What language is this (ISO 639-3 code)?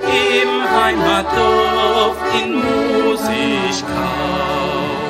deu